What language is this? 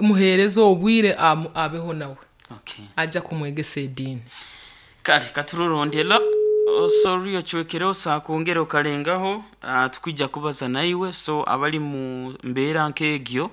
Nyoro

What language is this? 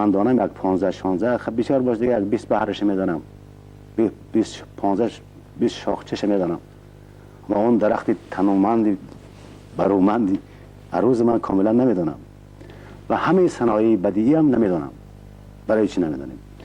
Tajik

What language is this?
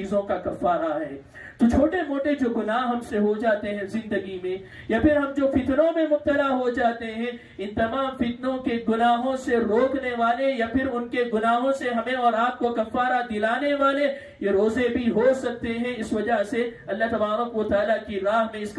Urdu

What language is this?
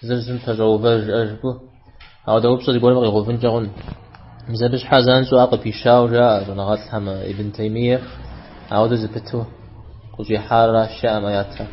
Kabardian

